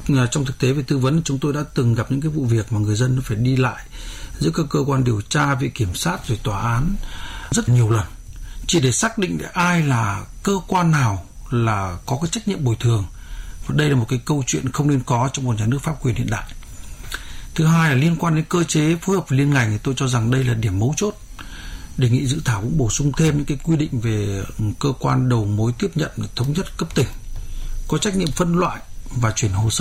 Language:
Vietnamese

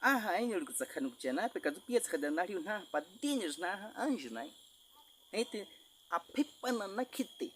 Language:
Baniwa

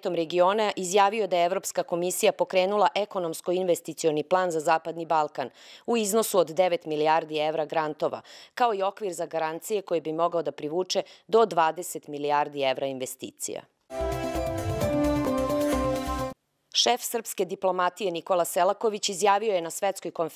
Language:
Serbian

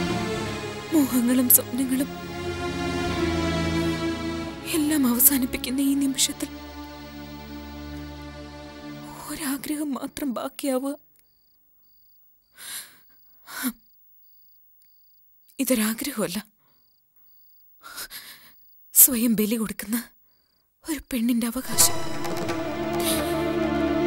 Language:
Malayalam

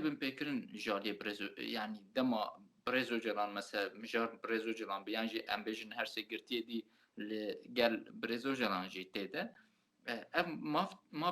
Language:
Kurdish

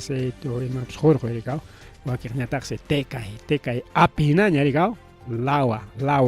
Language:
Ayacucho Quechua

